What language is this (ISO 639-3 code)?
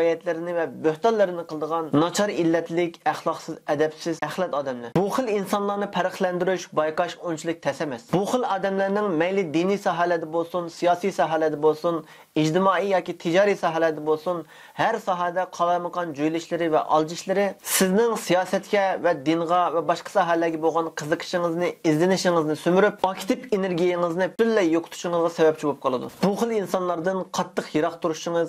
uig